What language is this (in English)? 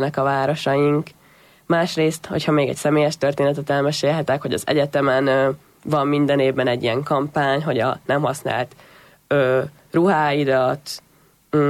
Hungarian